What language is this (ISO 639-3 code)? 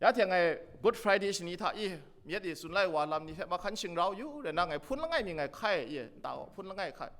kac